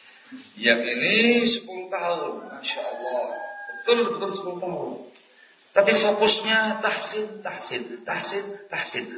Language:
Indonesian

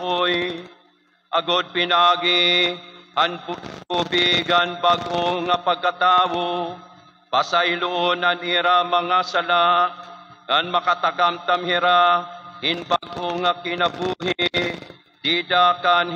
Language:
Waray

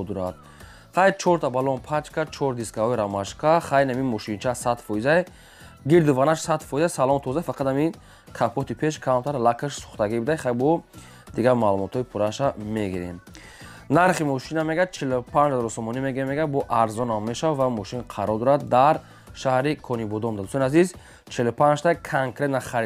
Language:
Tajik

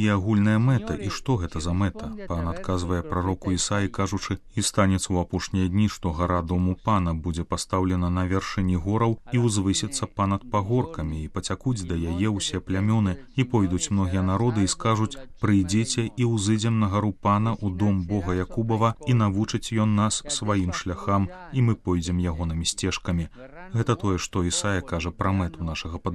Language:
Belarusian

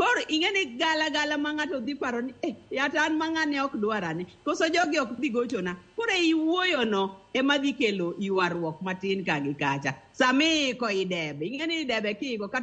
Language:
Luo (Kenya and Tanzania)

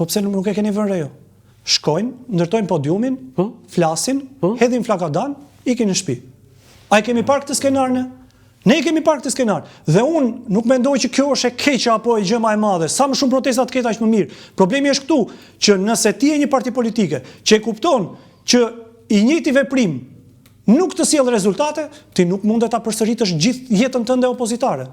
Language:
Albanian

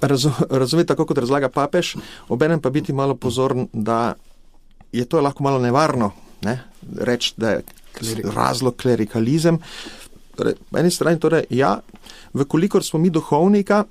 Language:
Slovenian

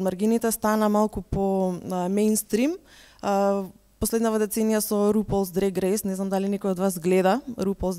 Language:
Macedonian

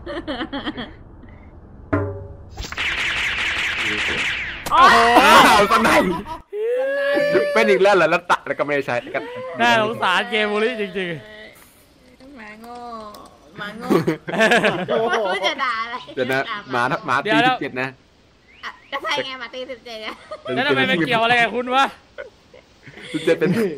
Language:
Thai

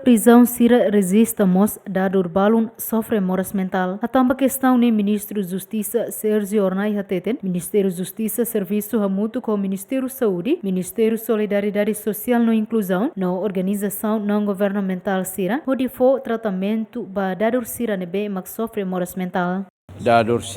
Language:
Tetum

